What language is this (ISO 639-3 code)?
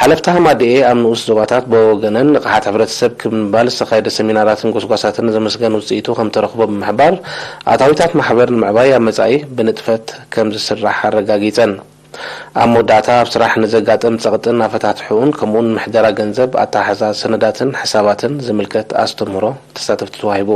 tir